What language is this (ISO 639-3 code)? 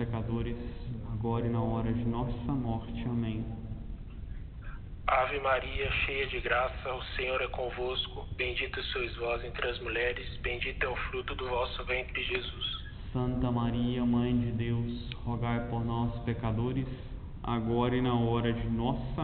por